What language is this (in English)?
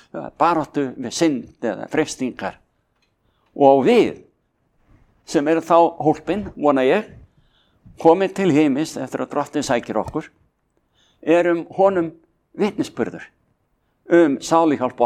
Icelandic